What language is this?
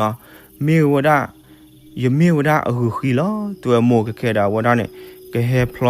S'gaw Karen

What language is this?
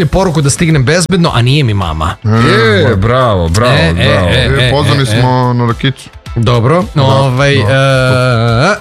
Serbian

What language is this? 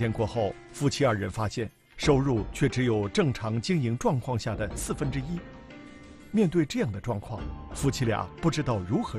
Chinese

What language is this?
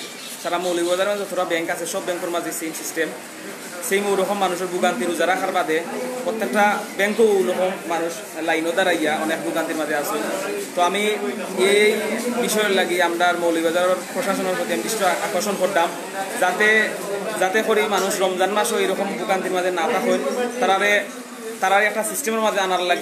Sylheti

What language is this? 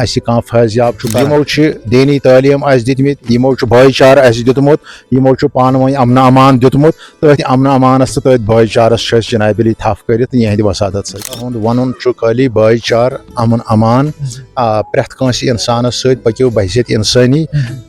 Kashmiri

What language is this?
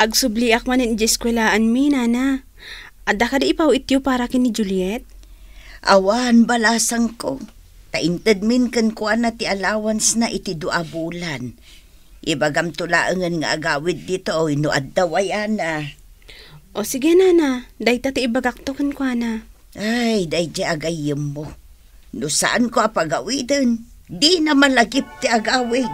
Iloko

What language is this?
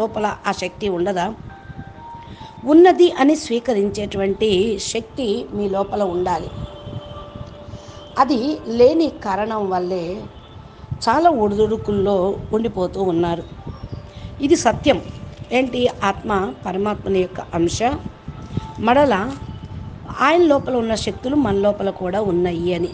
Telugu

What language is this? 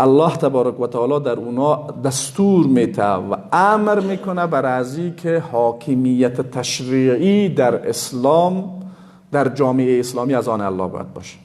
Persian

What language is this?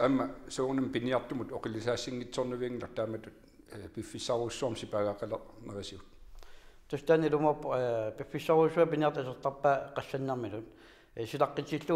Kalaallisut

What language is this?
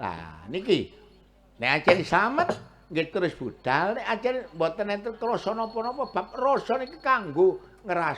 Javanese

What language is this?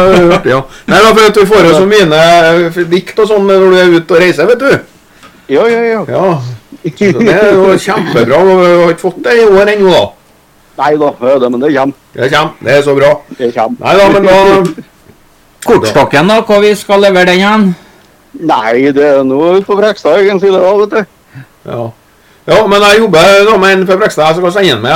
Norwegian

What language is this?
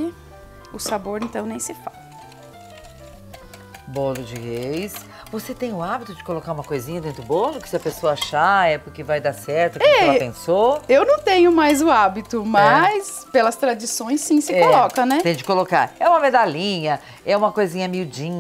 Portuguese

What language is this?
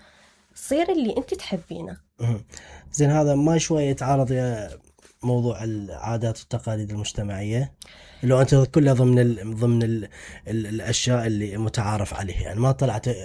Mesopotamian Arabic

